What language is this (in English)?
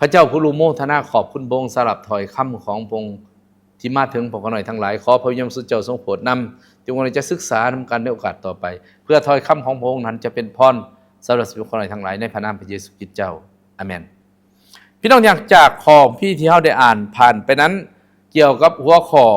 Lao